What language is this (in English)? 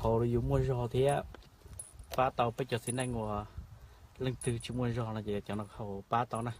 Hmong